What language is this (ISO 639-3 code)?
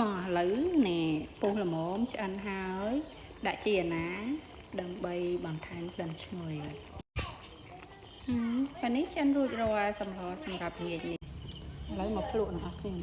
khm